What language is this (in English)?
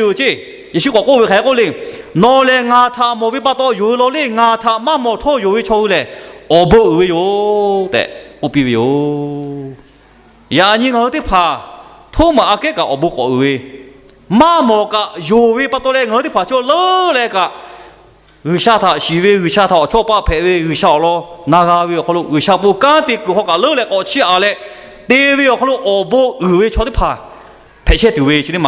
Lahu